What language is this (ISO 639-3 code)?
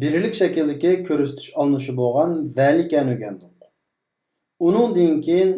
uig